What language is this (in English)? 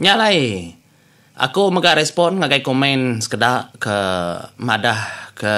Iban